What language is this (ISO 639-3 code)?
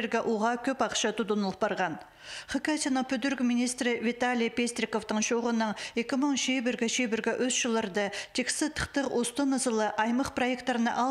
kjh